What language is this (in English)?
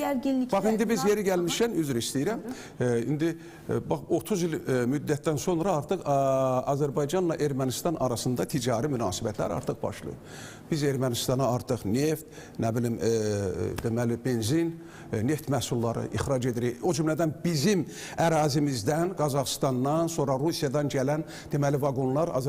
Azerbaijani